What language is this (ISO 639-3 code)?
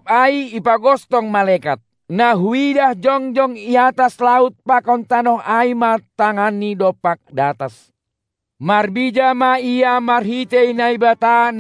bts